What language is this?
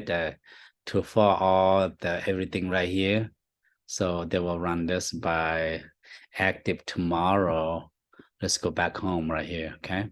Hmong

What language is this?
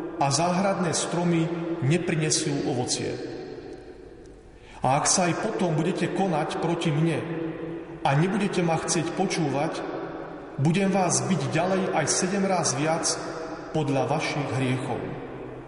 Slovak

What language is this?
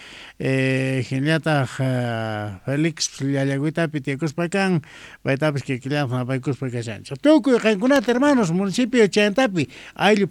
South Bolivian Quechua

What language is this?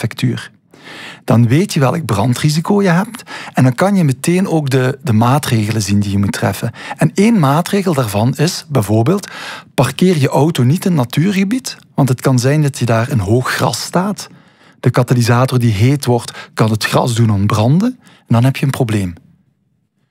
Dutch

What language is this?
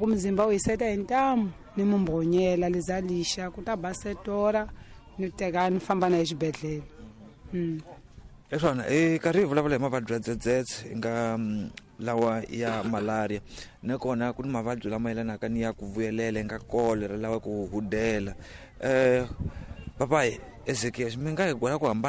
Tsonga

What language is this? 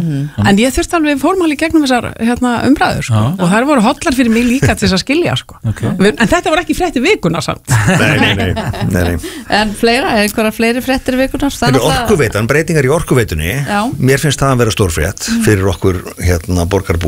Icelandic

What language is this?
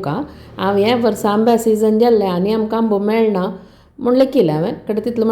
Konkani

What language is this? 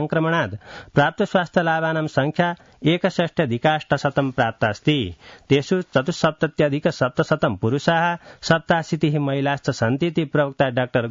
Sanskrit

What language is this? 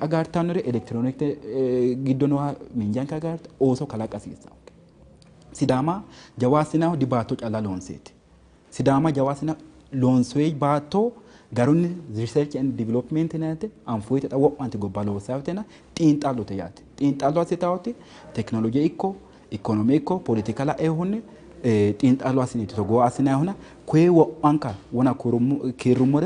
Sidamo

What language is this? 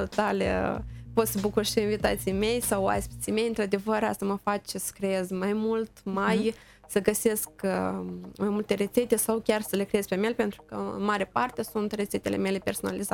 Romanian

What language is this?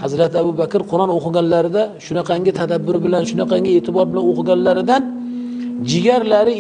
Uzbek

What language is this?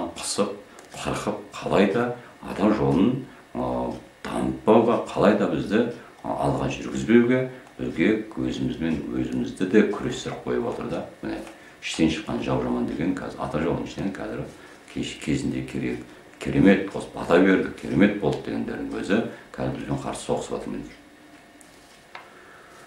Kazakh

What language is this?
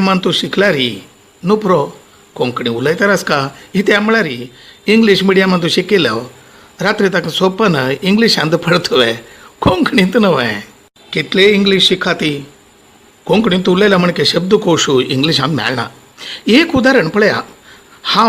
Konkani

